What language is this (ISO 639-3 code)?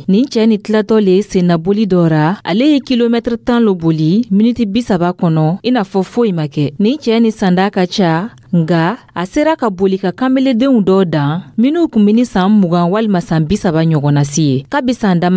dyu